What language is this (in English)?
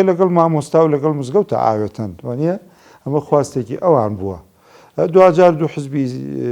Central Kurdish